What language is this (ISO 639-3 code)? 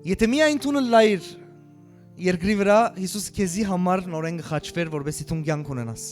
hyw